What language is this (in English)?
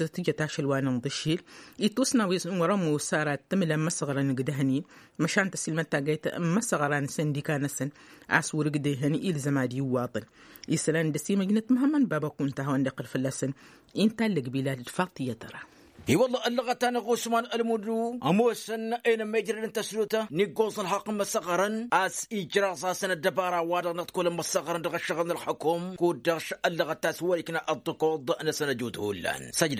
Tamasheq